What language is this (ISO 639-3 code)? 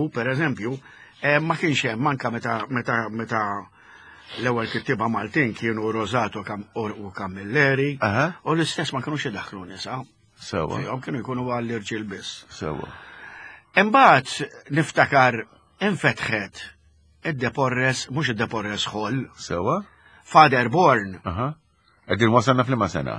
mlt